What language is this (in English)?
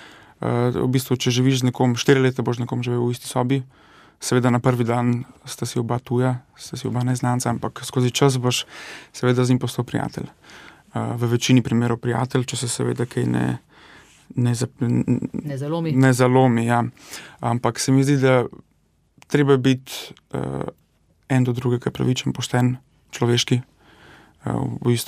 Slovenian